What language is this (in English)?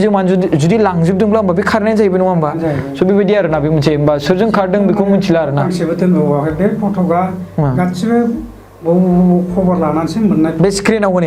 Bodo